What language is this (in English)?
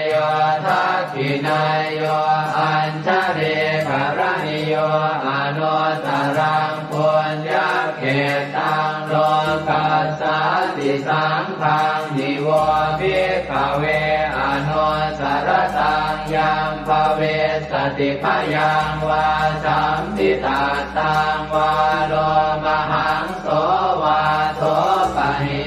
Pali